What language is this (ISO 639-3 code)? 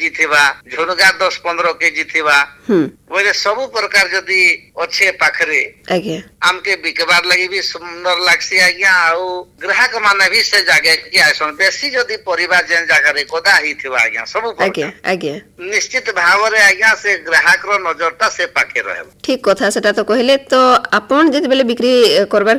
ori